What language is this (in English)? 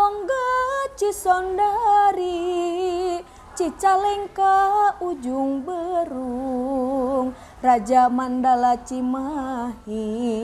Sundanese